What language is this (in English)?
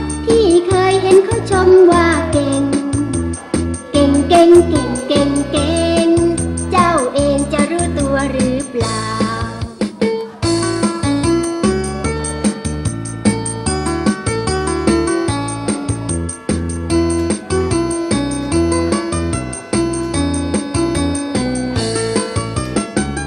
Thai